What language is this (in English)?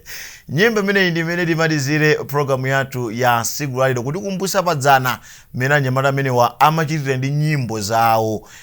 Nyanja